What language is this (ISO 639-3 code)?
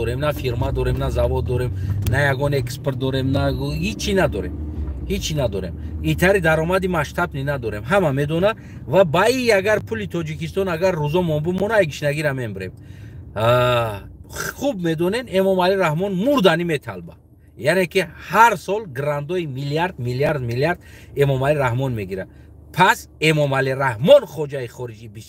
tgk